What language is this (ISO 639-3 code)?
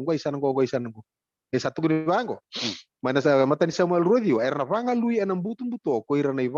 fij